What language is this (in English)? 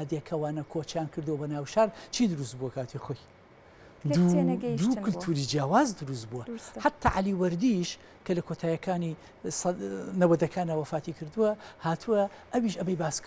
Central Kurdish